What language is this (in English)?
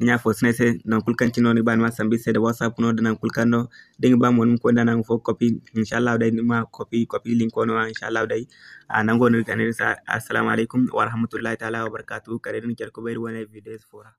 Zarma